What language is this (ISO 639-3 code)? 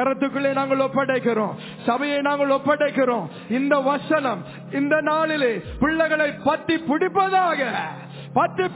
tam